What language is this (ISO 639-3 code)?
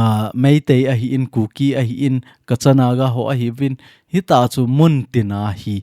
tcz